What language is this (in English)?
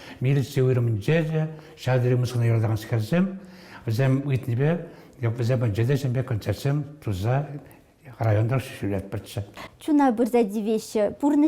Chuvash